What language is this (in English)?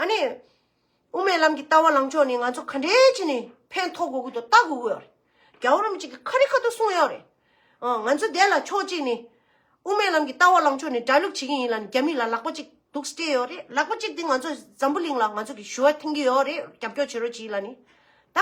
Tibetan